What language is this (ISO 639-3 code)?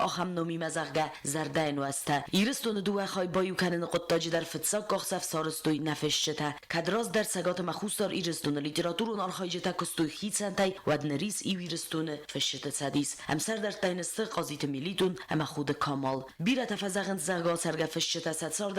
oss